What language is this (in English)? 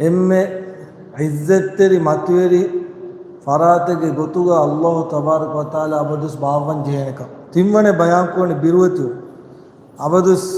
Divehi